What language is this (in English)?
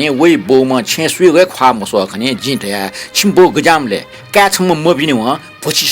Newari